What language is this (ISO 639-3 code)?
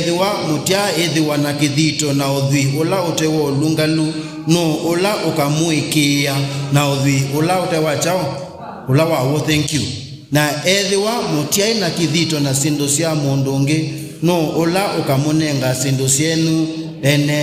kam